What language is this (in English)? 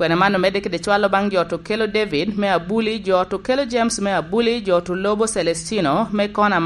Lango (Uganda)